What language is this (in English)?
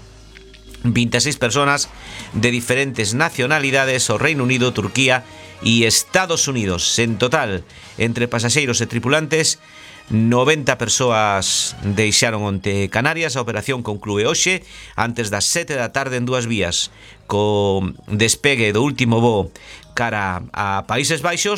Galician